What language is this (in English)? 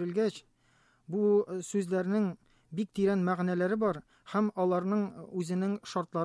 Tatar